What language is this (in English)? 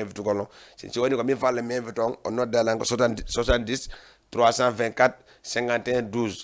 Fula